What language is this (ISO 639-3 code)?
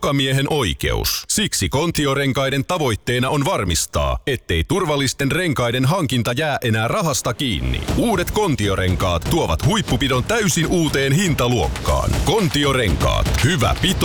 fin